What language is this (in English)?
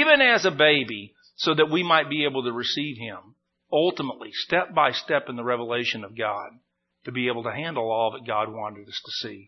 English